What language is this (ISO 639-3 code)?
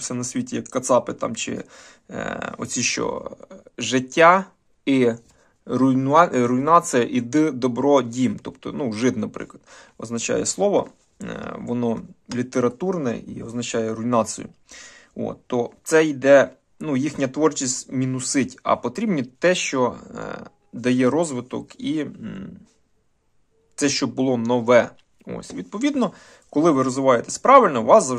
ukr